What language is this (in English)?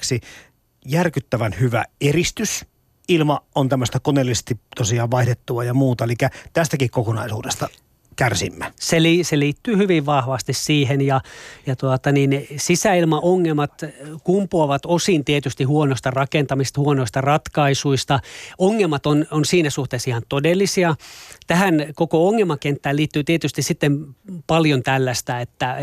Finnish